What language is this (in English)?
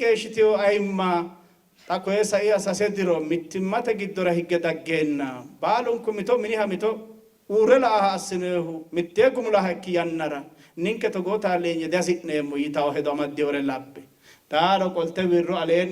Sidamo